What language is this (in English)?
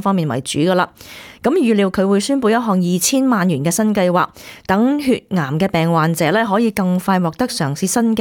Cantonese